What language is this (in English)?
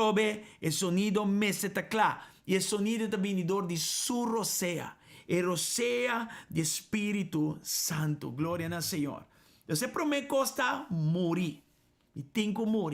Papiamento